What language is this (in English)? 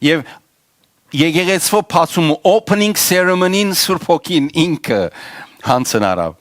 Western Armenian